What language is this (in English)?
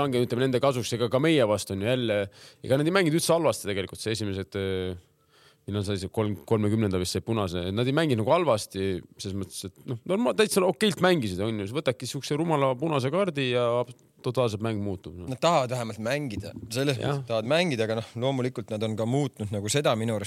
Estonian